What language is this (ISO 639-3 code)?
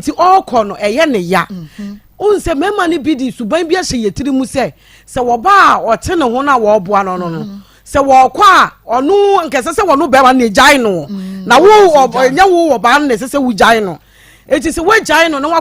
aka